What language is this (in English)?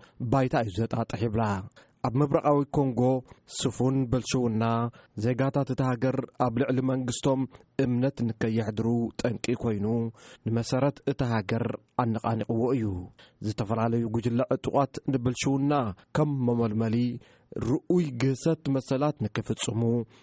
Tigrinya